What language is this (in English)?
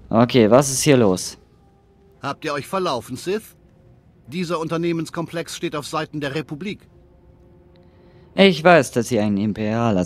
German